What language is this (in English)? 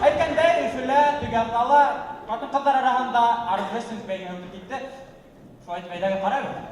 Bashkir